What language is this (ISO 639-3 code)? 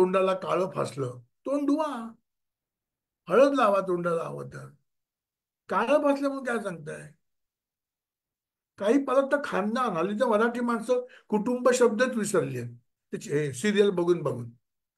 mar